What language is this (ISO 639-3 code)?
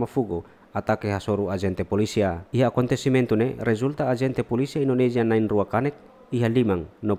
tet